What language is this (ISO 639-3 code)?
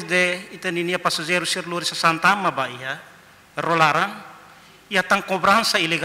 tet